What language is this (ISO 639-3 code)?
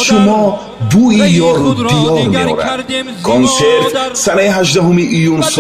tgk